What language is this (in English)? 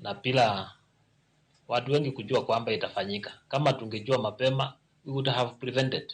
Luo (Kenya and Tanzania)